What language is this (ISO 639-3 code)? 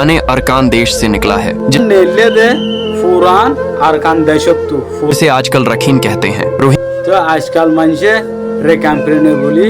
rhg